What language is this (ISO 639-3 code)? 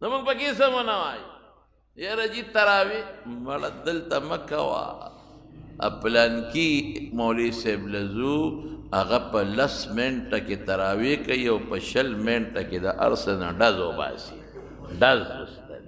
pus